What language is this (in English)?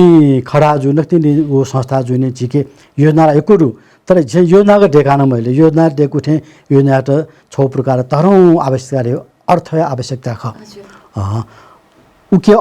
Newari